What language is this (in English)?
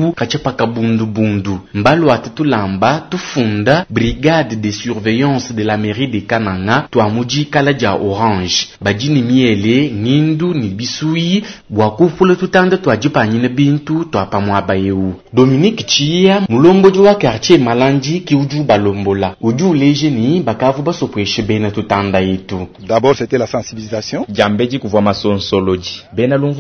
Luba-Lulua